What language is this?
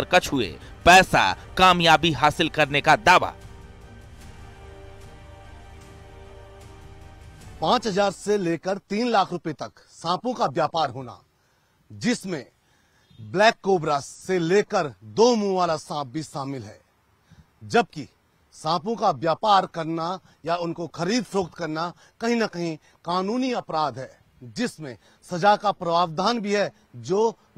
Hindi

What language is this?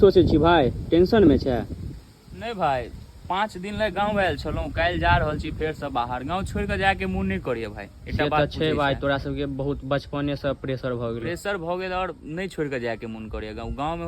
Maithili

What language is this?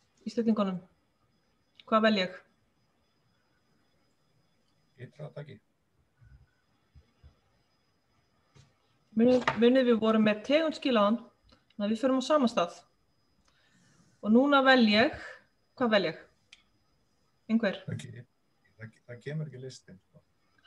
Icelandic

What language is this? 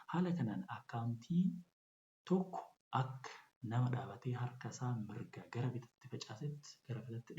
Oromo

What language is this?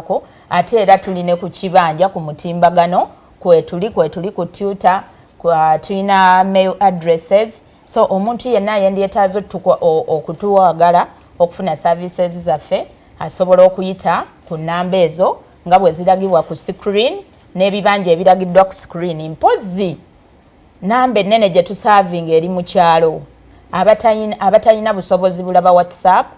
Ganda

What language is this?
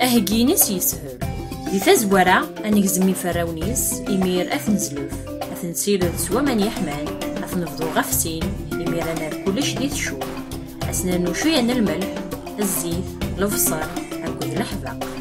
Kabyle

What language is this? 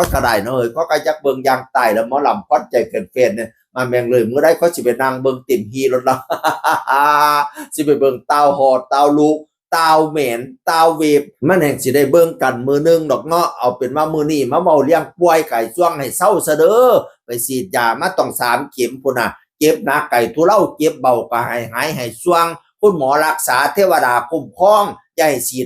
Northeastern Thai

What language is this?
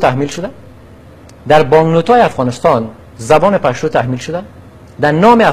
Persian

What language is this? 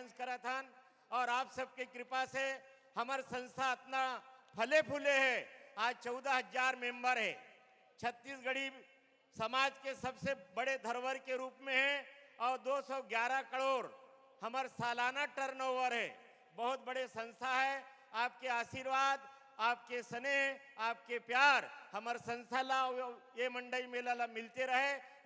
Chhattisgarhi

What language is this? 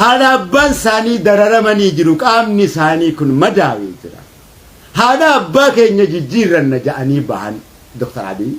Oromo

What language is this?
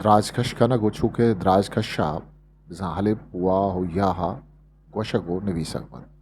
Eastern Balochi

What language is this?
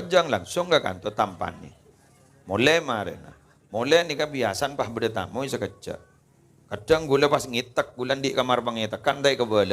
Madurese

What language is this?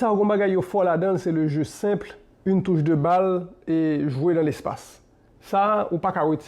Haitian Creole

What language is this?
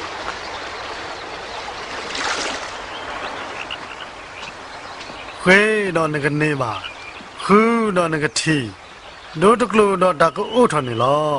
S'gaw Karen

